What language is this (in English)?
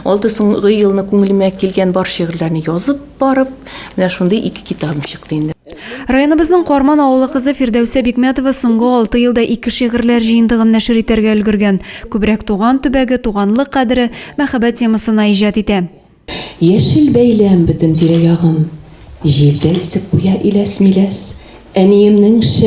Tatar